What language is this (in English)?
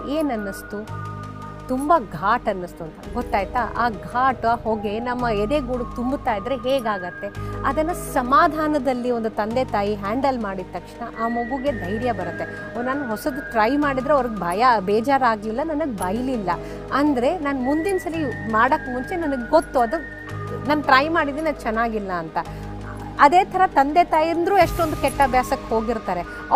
Kannada